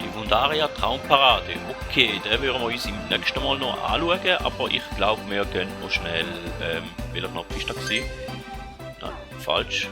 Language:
Swiss German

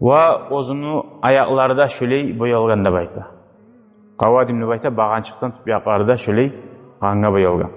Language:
Kumyk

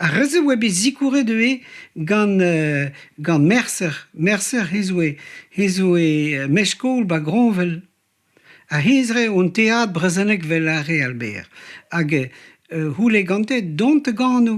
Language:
Breton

